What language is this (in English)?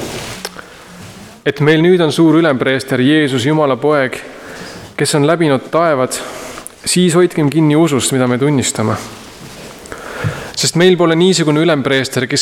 Estonian